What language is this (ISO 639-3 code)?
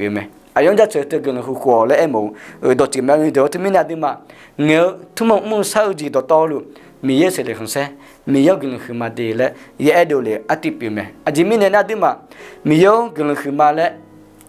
ahk